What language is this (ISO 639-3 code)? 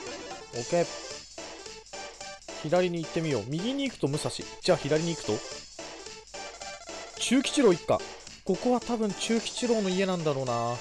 jpn